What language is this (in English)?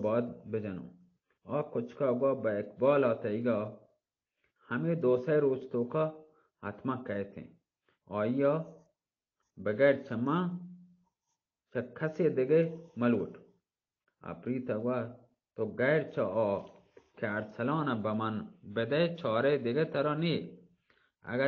Baluchi